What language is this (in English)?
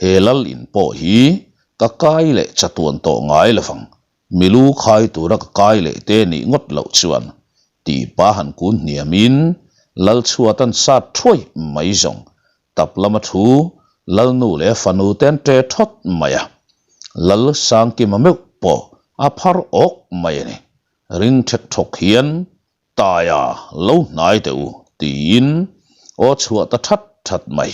Mizo